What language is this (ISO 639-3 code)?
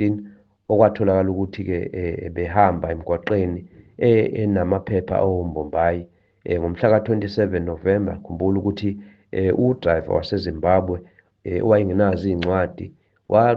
zul